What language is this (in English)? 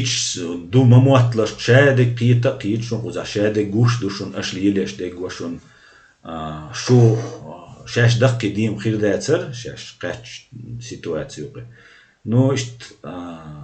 Chechen